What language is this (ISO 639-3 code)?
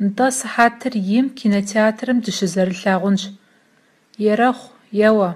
kbd